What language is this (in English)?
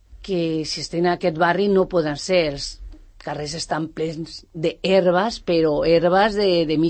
Catalan